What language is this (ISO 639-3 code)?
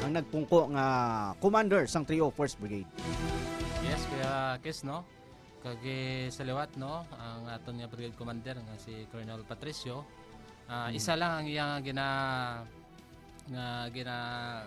hil